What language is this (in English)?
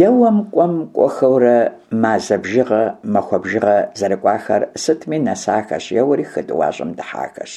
Kabardian